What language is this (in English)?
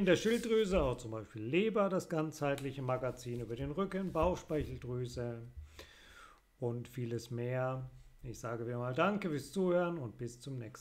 German